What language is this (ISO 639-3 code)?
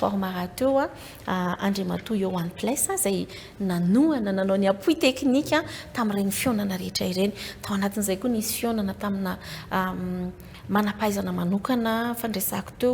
mlg